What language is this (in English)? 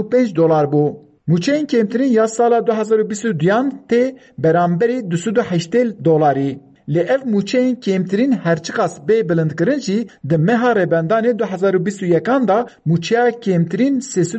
Kurdish